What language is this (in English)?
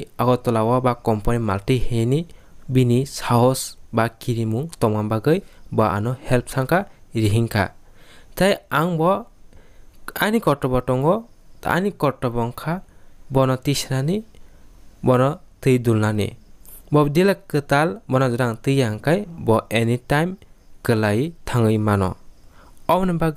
Kok Borok